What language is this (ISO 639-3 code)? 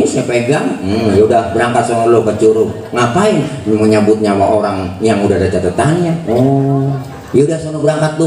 bew